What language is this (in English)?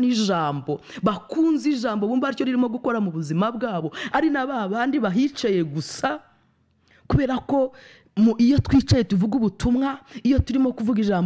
Kinyarwanda